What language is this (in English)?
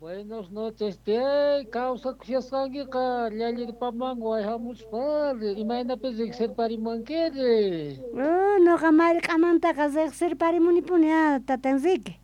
Quechua